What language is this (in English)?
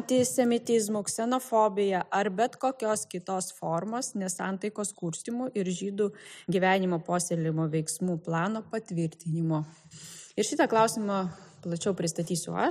Lithuanian